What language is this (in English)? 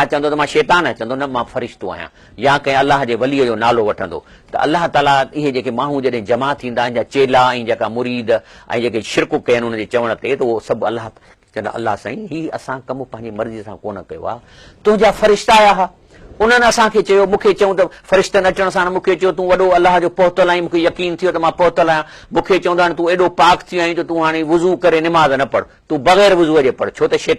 Sindhi